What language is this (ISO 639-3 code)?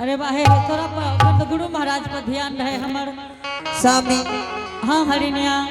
anp